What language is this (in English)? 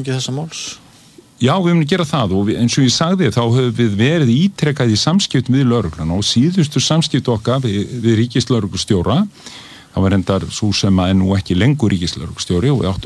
Icelandic